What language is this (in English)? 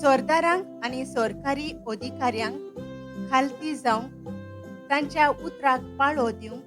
Konkani